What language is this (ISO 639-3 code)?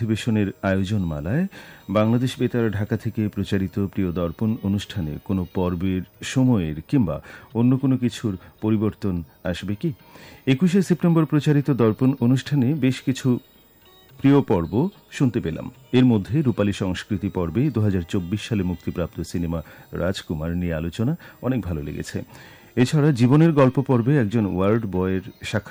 ben